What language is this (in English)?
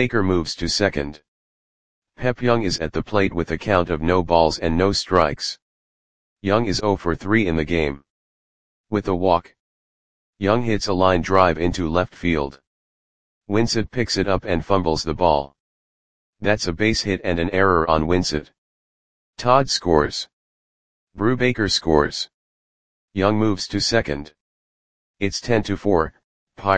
English